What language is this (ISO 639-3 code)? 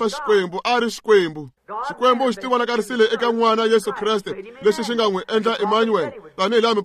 tso